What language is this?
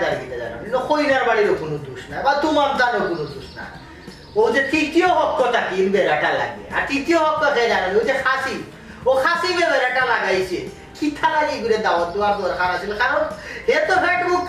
Sylheti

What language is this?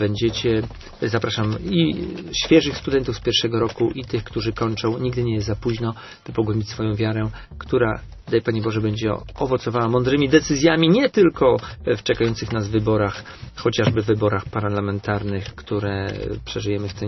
Polish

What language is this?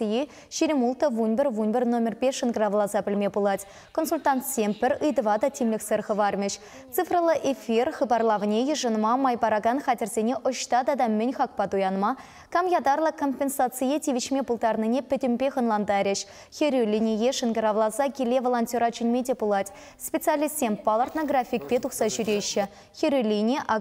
Chuvash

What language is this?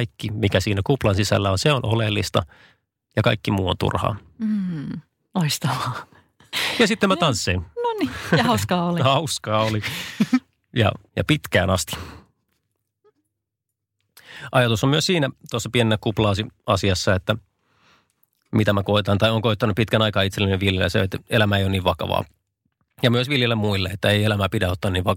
Finnish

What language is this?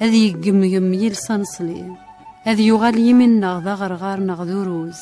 Kabyle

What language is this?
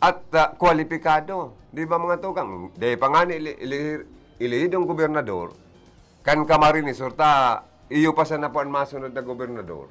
Bikol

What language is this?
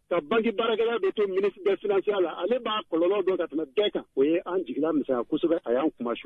Bambara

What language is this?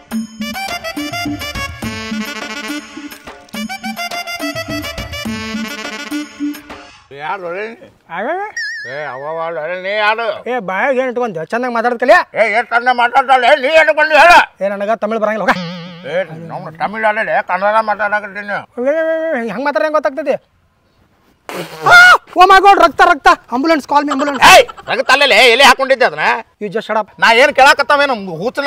Kannada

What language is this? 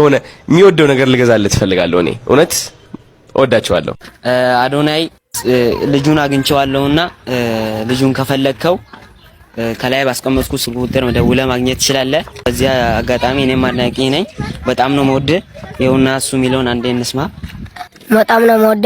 Amharic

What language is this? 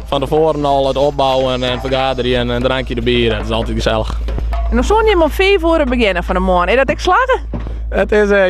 Western Frisian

